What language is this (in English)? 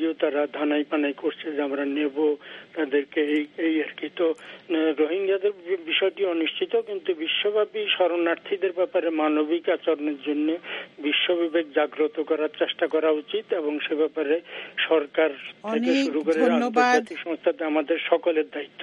Bangla